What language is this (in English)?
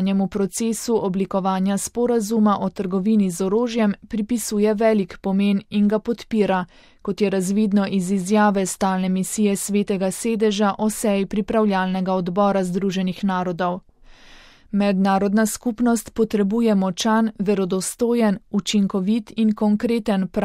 Slovenian